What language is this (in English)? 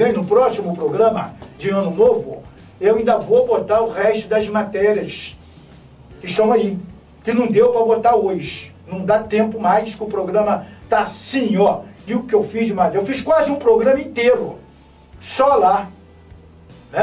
Portuguese